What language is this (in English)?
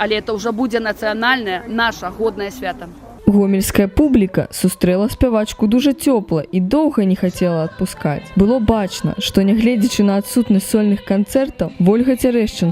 Belarusian